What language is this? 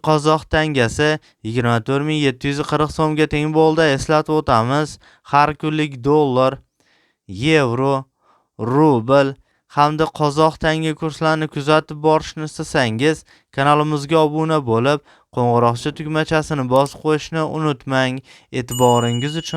Uzbek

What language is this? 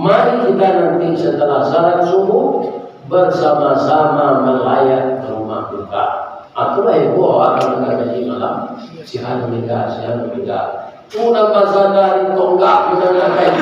Minangkabau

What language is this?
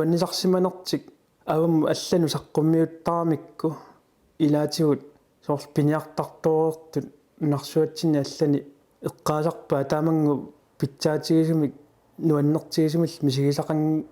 Kalaallisut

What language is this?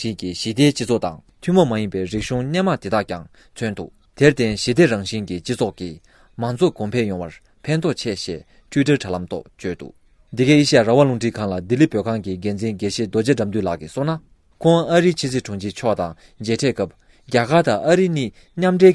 Tibetan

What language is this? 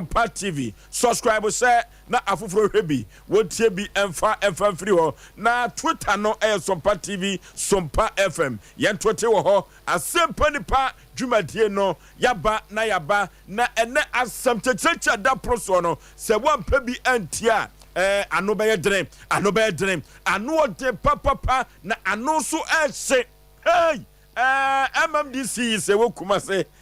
Akan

